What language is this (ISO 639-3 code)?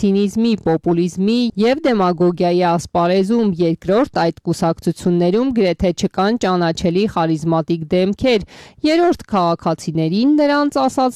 hye